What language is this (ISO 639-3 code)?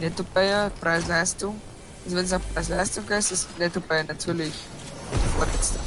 bar